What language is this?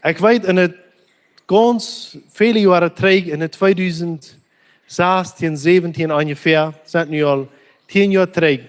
Plautdietsch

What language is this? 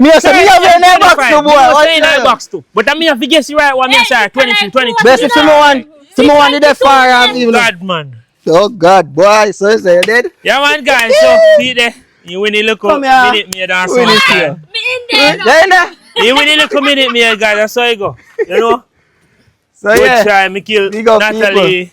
Jamaican Creole English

